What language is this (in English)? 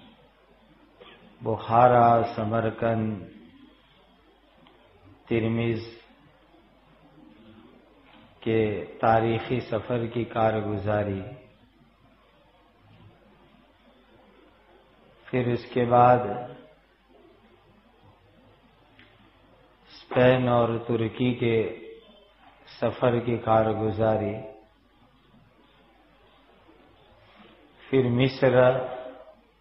Urdu